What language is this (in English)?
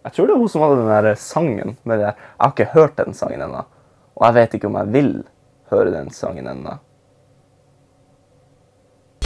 Norwegian